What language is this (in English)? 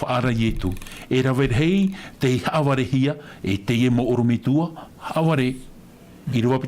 Tahitian